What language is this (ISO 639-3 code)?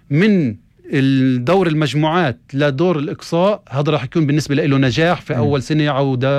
apc